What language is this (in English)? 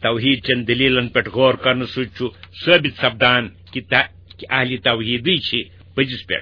Kashmiri